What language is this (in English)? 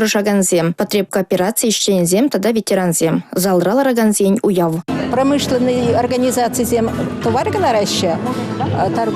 Chuvash